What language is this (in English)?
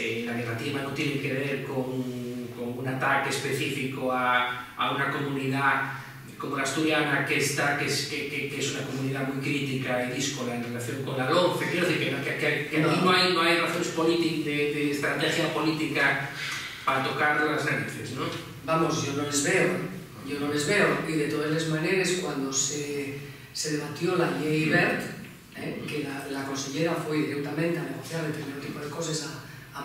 Asturian